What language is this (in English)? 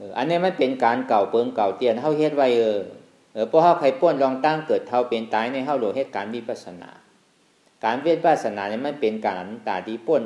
Shan